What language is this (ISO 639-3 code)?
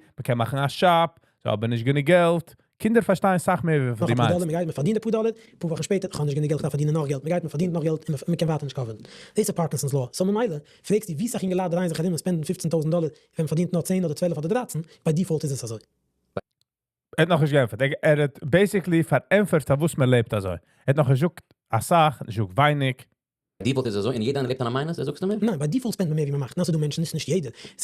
yid